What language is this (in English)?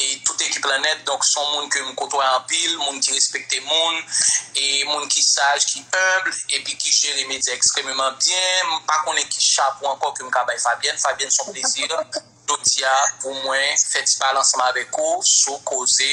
Haitian Creole